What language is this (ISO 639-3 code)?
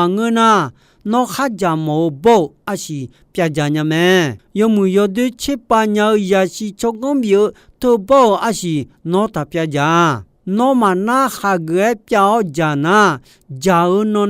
ahk